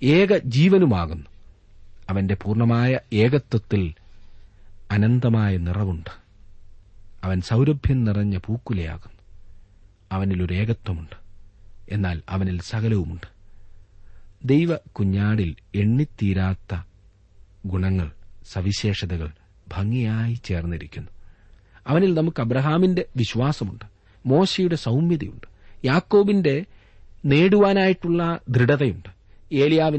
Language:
Malayalam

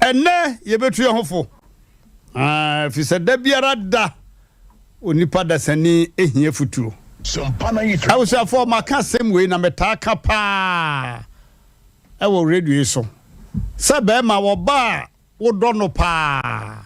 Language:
Akan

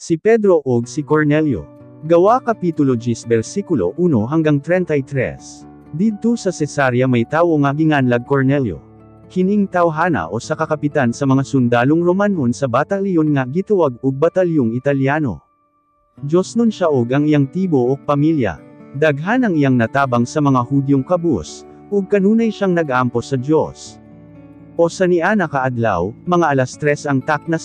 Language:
Cebuano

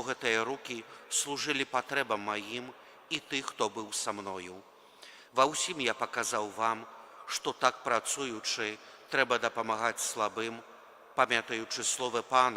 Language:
Belarusian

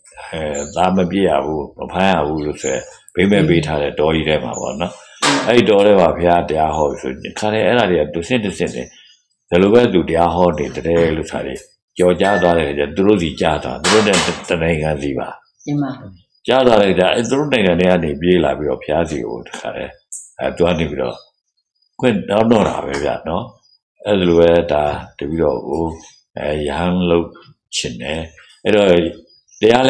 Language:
Burmese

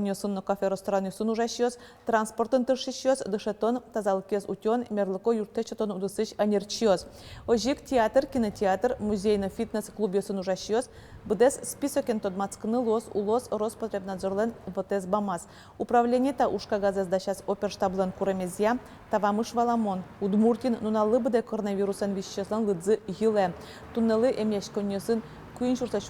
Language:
Udmurt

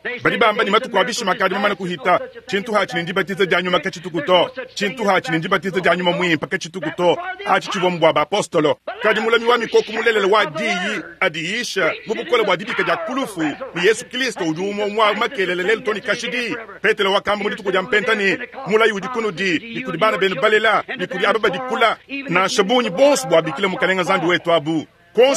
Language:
Luba-Lulua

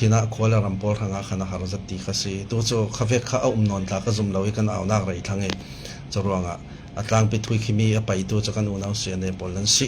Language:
Falam Chin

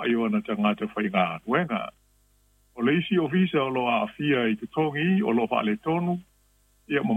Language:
Samoan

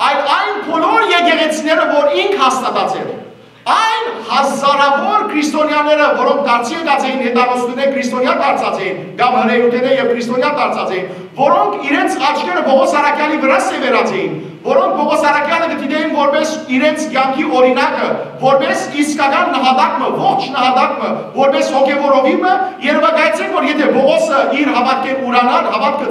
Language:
Western Armenian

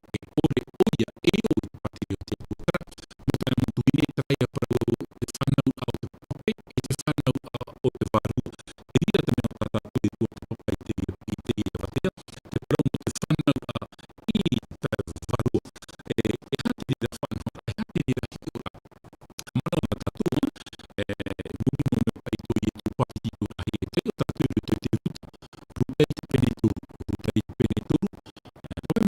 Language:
Tahitian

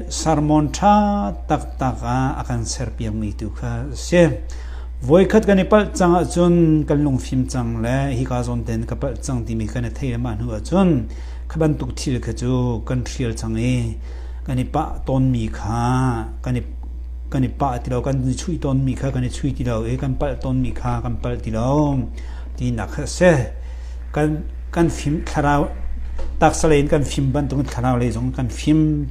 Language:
Hakha Chin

